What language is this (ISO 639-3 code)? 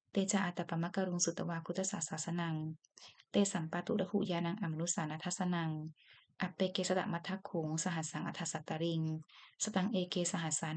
pli